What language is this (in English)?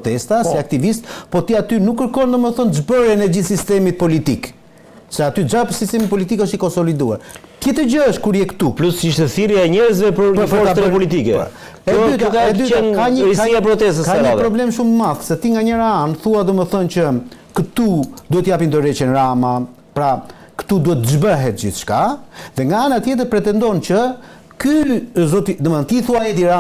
Albanian